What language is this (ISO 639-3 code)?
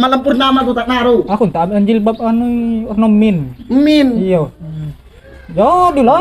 mui